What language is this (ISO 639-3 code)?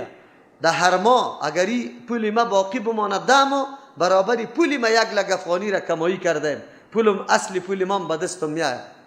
fas